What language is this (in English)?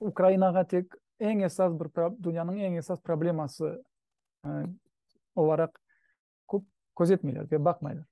Crimean Tatar